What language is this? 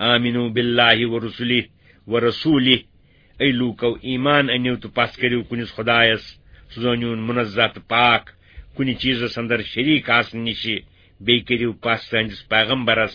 Kashmiri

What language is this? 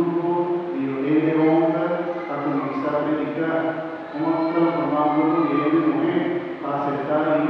Papiamento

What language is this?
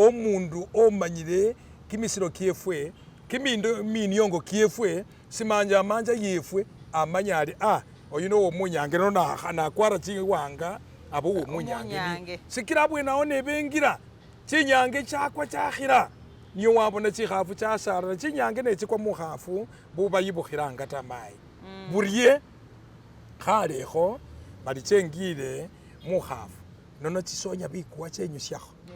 Masaaba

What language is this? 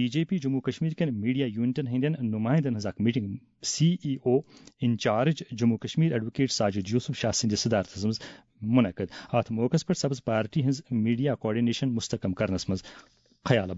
Kashmiri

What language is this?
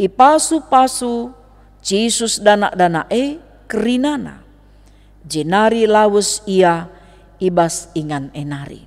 Batak Karo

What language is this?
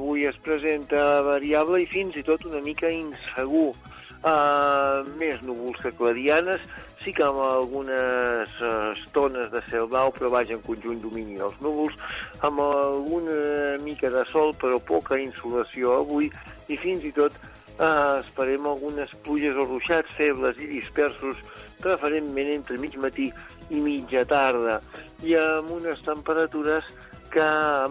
Catalan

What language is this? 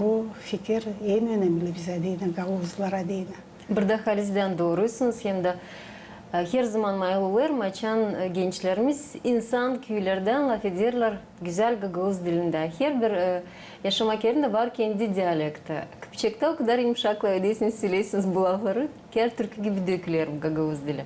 Gagauz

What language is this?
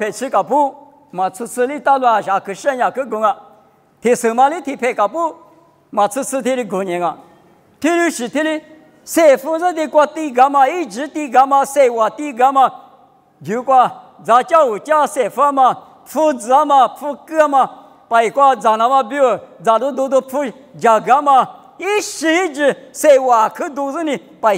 Lisu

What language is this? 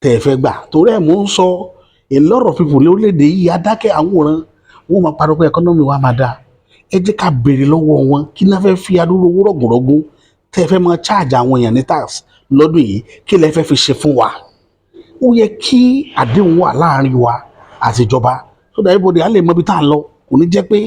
Yoruba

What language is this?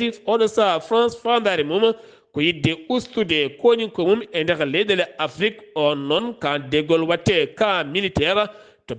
Fula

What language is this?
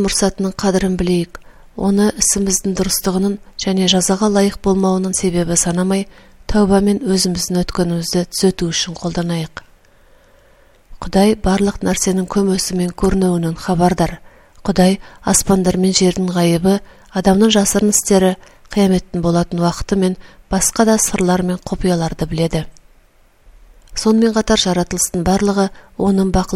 Kazakh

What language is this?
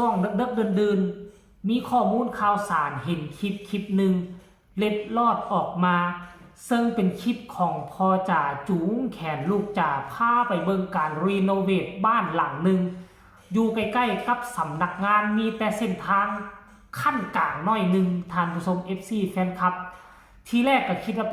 Northeastern Thai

